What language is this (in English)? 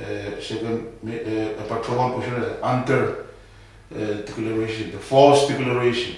Pohnpeian